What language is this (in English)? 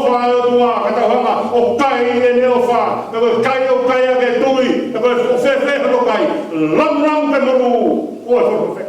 Tongan